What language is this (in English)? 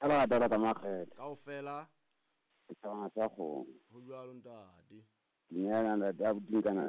Southern Sotho